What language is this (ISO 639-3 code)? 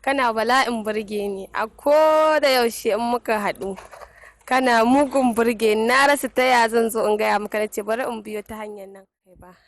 hau